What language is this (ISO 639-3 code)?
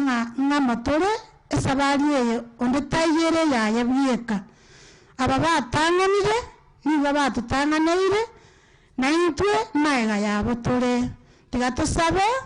guz